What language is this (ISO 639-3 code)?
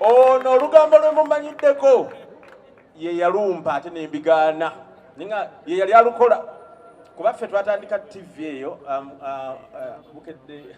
lug